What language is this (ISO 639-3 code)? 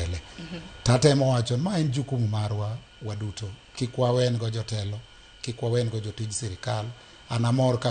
luo